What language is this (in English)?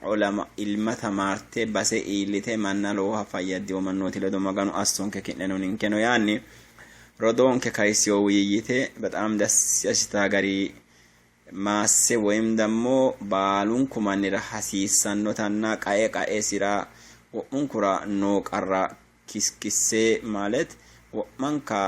Sidamo